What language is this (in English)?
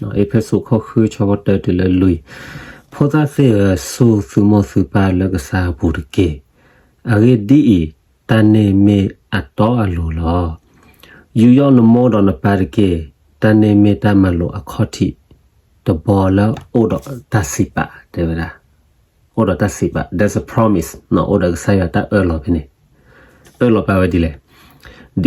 S'gaw Karen